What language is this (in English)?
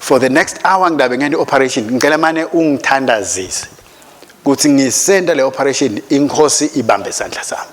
Swati